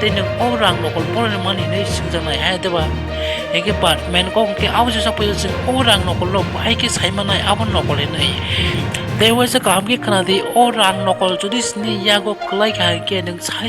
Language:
Kok Borok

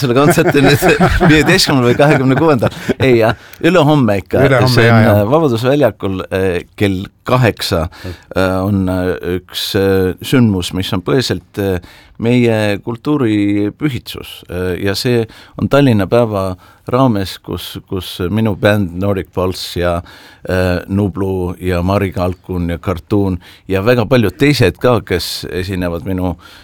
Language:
Estonian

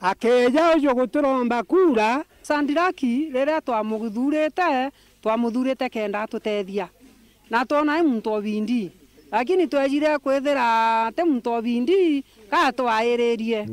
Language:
Meru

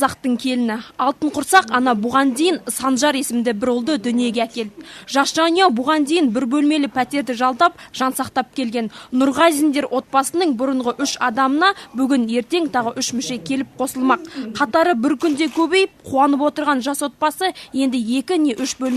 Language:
Kazakh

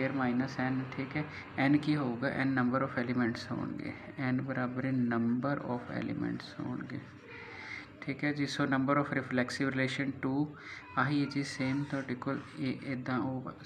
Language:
Punjabi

